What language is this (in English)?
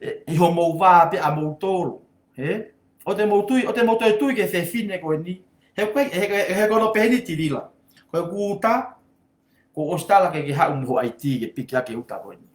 Tongan